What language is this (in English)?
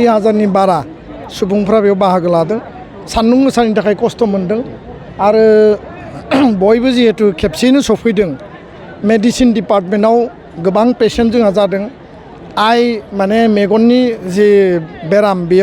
Bodo